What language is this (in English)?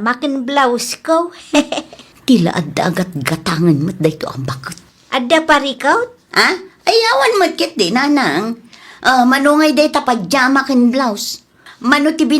Iloko